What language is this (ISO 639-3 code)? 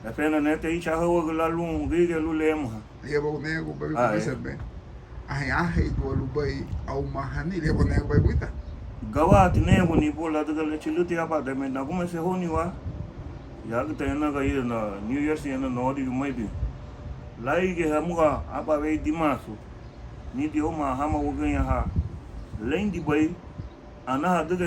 cab